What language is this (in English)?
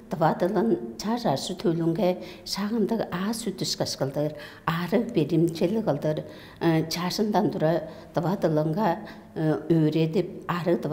Tuvinian